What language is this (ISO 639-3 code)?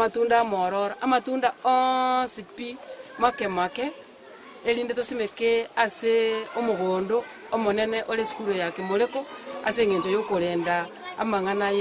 guz